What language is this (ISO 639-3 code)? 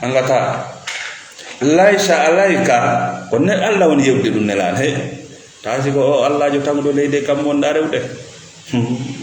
ful